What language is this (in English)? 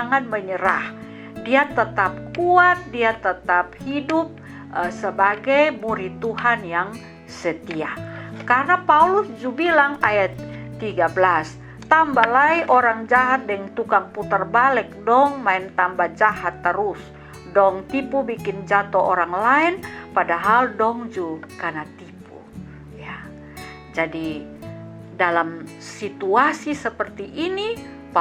Kupang Malay